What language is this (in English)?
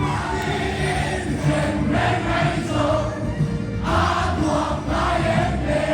Mizo